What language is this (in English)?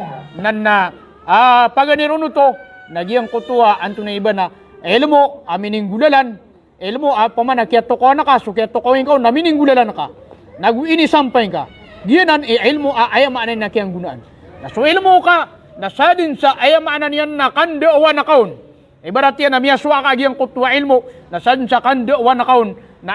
Maranao